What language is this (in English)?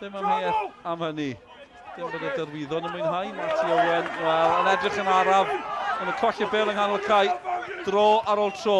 Welsh